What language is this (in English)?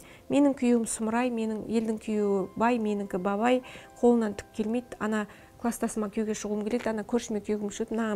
Kazakh